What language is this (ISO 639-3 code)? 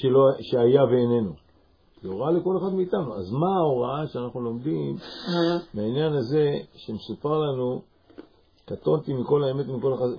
heb